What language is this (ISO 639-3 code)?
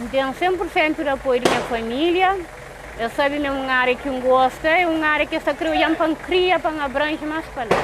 kea